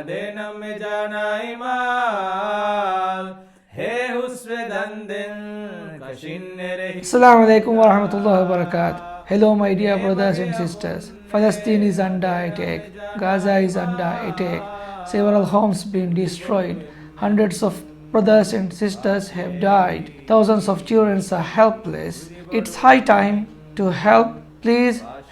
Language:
Divehi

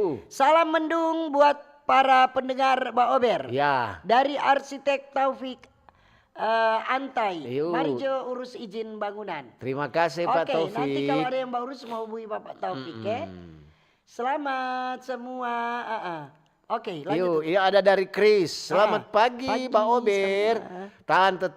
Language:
Manado Malay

